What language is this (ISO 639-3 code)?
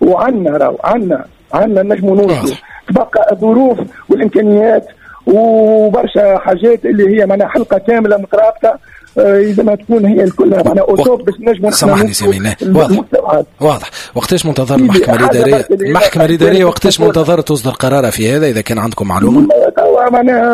aeb